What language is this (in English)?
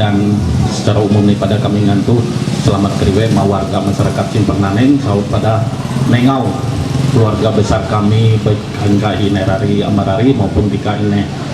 Ma'anyan